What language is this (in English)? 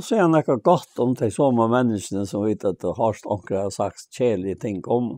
Faroese